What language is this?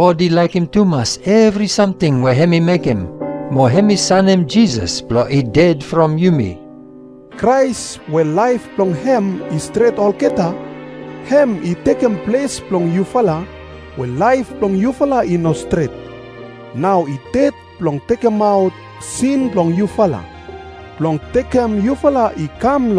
Bislama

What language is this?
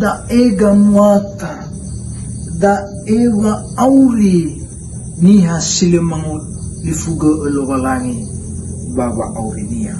Nias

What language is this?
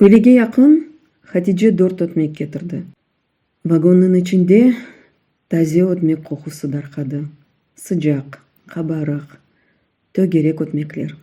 Crimean Tatar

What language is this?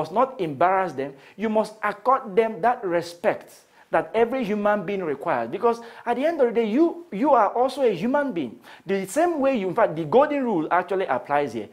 English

